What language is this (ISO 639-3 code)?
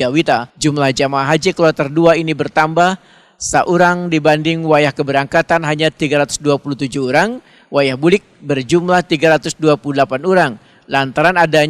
bjn